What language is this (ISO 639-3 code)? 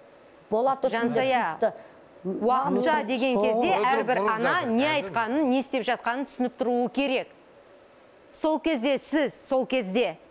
kaz